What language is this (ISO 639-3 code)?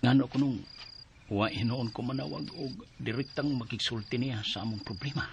ceb